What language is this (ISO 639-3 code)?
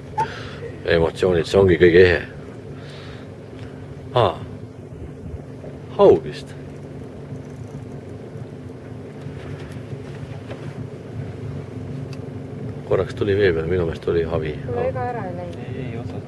est